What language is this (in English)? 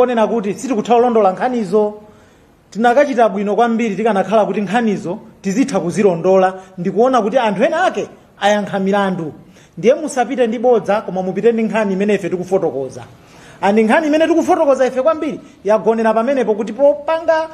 Nyanja